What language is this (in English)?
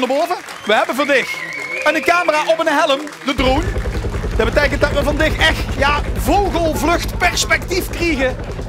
Limburgish